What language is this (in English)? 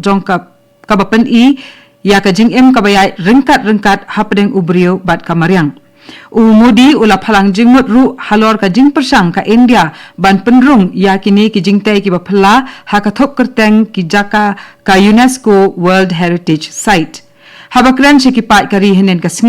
Khasi